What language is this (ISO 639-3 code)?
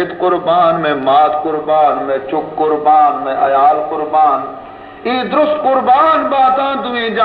bal